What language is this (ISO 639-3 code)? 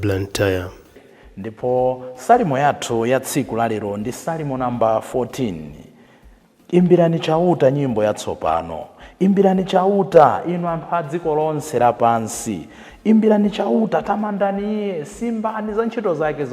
nya